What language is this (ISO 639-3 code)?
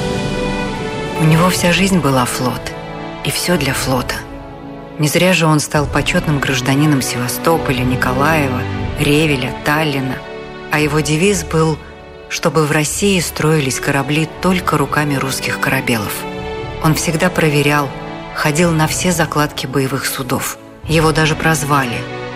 rus